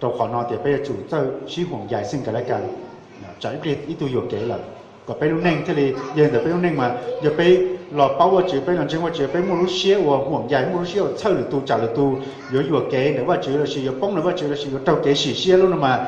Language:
Hmong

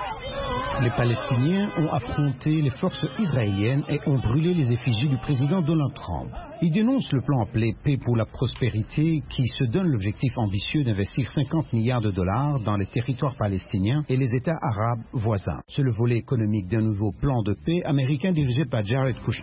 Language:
French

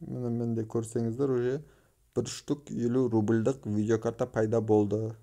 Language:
Kazakh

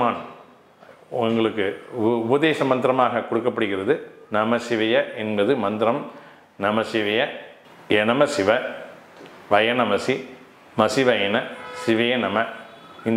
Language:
Tamil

